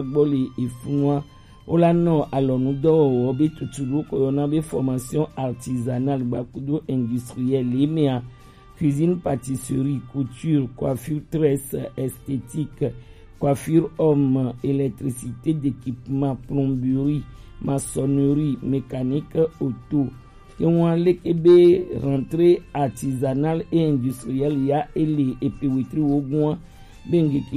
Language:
Gen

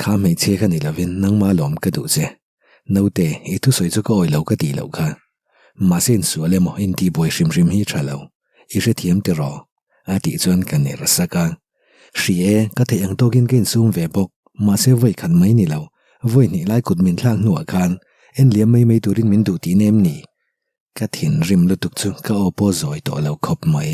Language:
Mizo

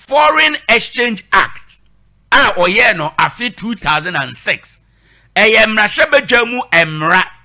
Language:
Akan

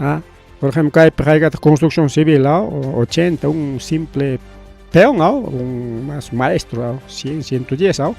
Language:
Ayacucho Quechua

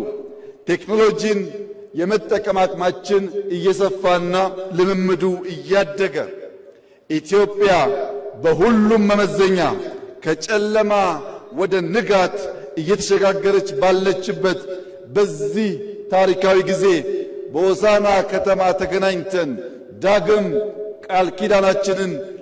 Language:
Amharic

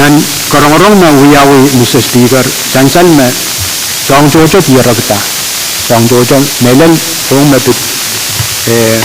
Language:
Pohnpeian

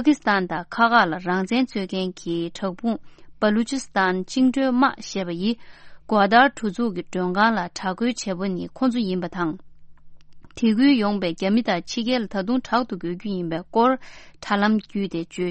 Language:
Tibetan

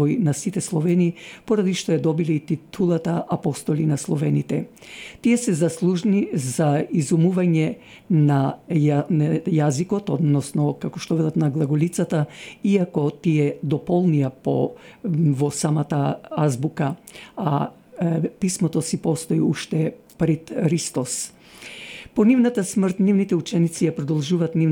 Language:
Macedonian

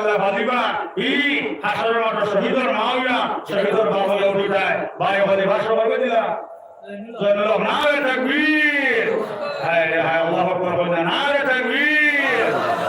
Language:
Sylheti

